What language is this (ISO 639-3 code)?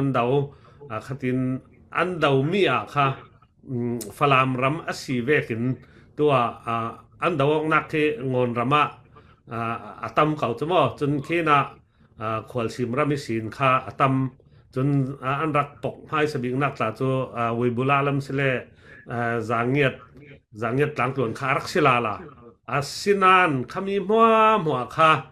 cfm